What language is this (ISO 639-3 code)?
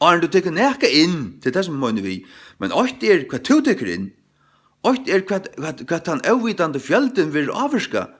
fao